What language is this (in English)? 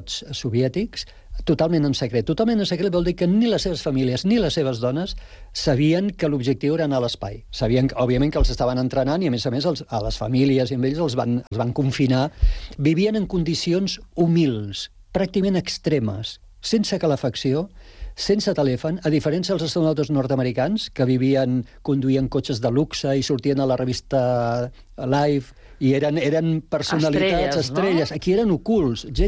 Catalan